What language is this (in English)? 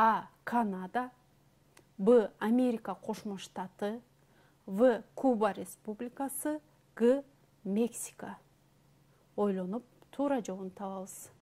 Kyrgyz